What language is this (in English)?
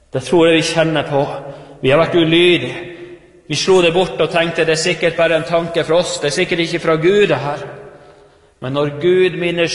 Norwegian